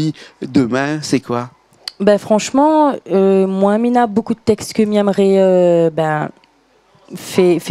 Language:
Réunion Creole French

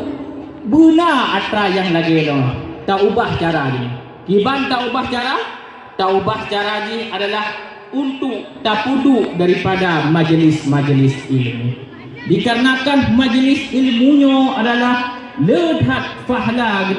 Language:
Achinese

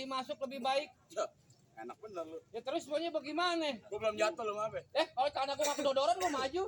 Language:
Betawi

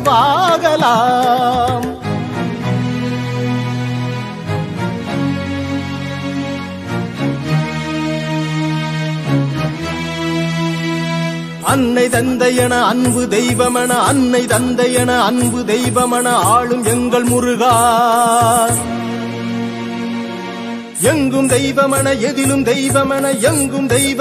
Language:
Tamil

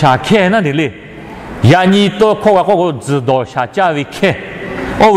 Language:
Lahu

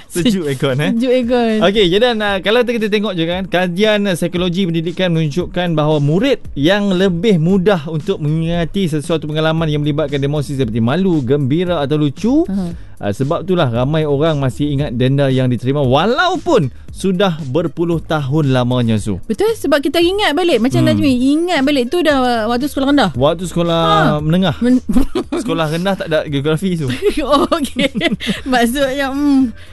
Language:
Malay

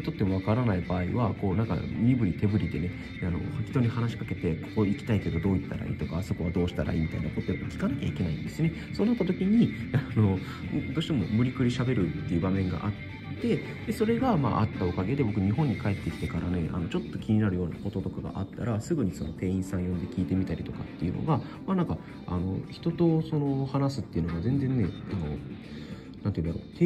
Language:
Japanese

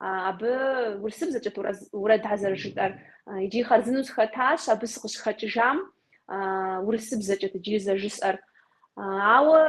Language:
Kabardian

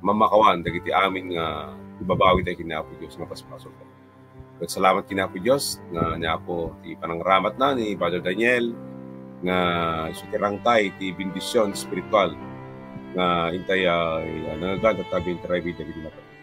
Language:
Iloko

